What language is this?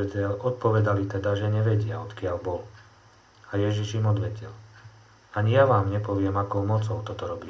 Slovak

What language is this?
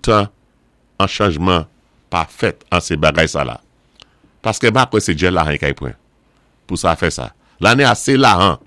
Saint Lucian Creole French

